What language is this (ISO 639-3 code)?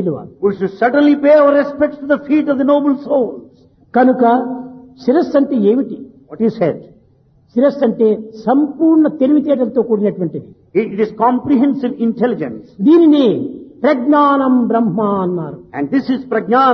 tel